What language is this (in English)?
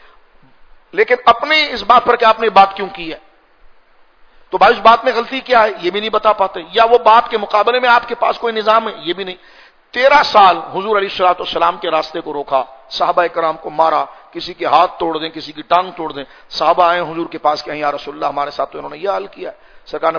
Urdu